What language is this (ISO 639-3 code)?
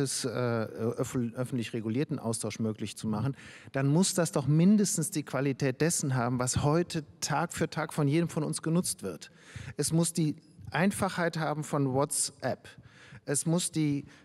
deu